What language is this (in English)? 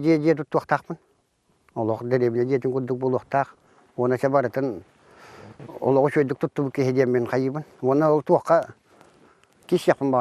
Yakut